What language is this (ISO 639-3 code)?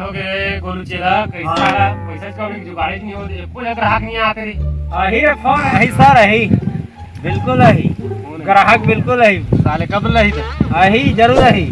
hne